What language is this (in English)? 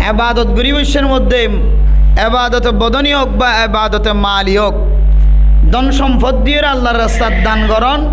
Rohingya